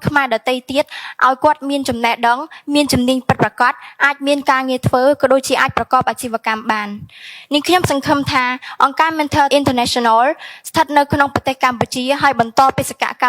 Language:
Khmer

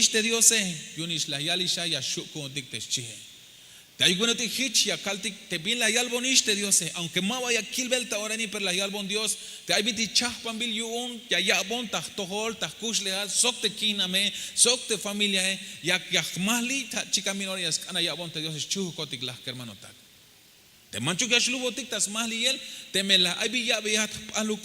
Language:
Tzeltal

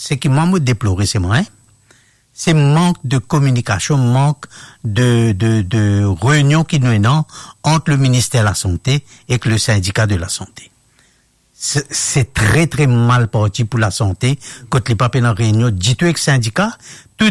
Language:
Morisyen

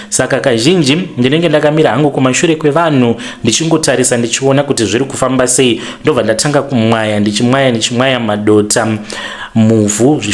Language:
Shona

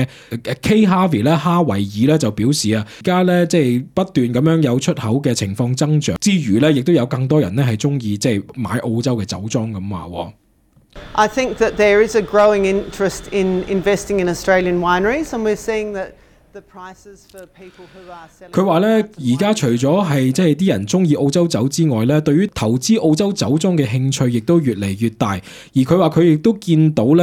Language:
Cantonese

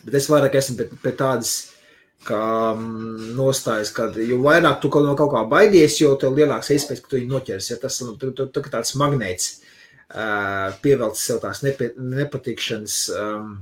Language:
Latvian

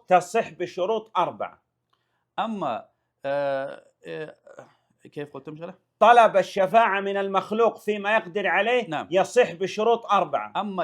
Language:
Lezghian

